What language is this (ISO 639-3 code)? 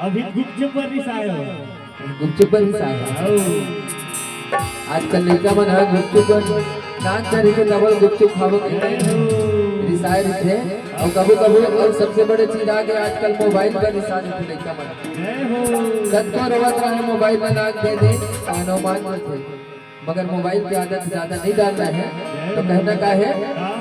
hne